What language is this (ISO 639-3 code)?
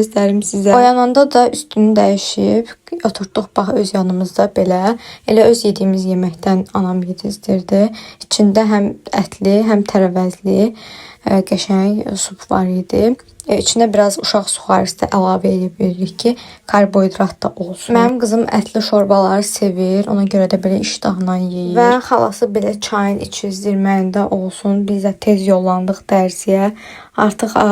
aze